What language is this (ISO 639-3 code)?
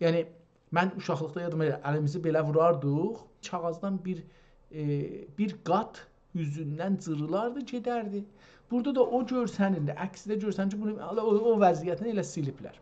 azb